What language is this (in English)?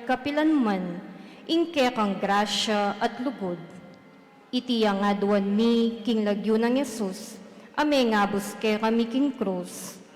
Pampanga